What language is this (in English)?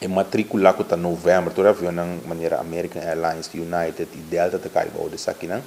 Papiamento